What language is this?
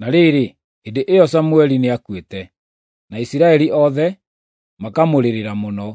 Kikuyu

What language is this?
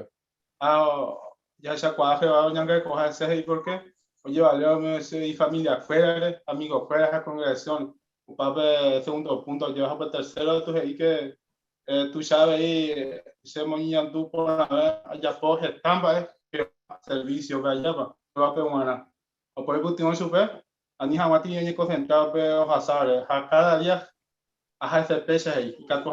Guarani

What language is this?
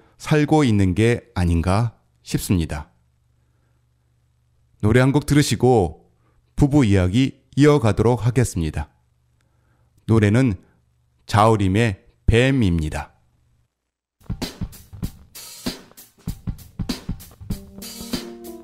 Korean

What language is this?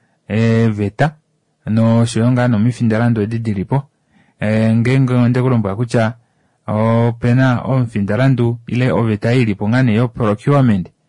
Kuanyama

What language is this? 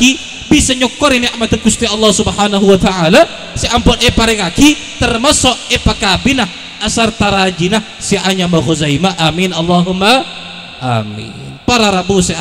Madurese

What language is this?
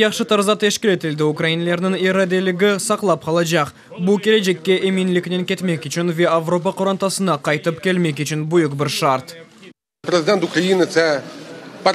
Crimean Tatar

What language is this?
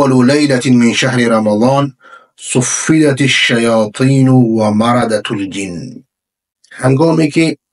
Persian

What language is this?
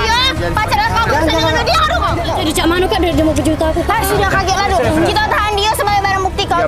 Musi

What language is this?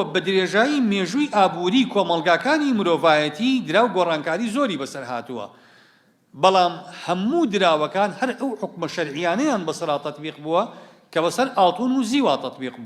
Central Kurdish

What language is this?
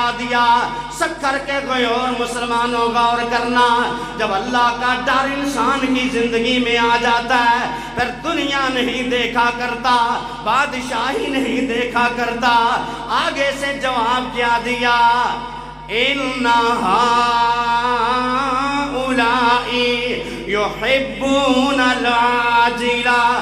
Urdu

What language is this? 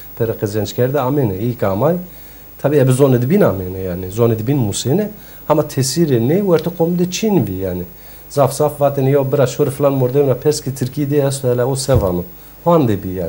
Zaza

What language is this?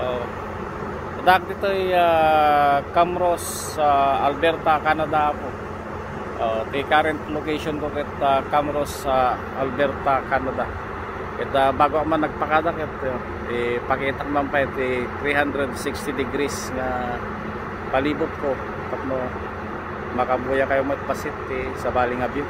Iloko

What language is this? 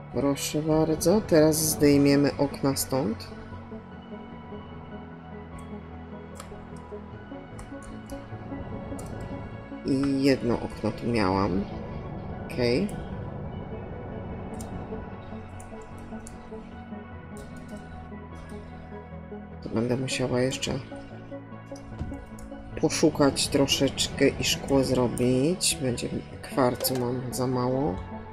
Polish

